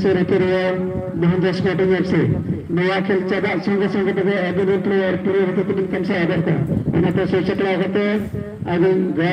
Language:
Santali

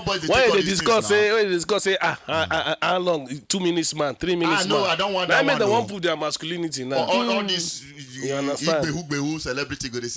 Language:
Nigerian Pidgin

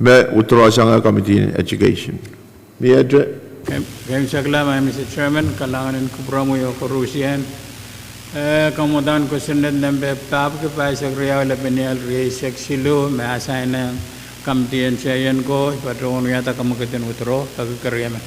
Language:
Pohnpeian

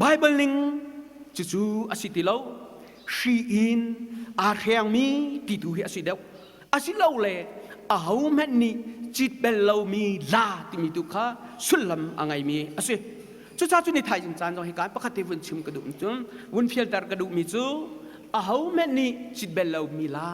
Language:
Hakha Chin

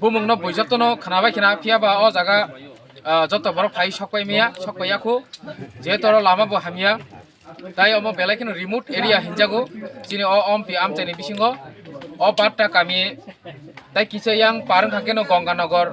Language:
Kok Borok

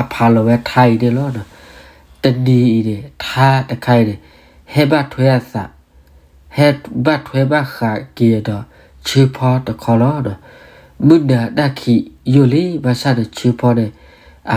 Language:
S'gaw Karen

